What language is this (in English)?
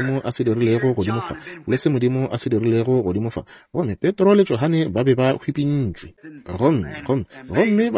Northern Sotho